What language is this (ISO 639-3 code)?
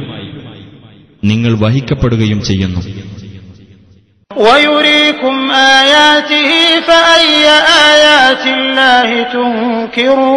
mal